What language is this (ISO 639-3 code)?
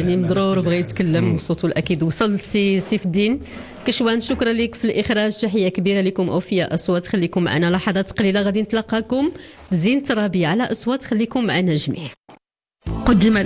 ary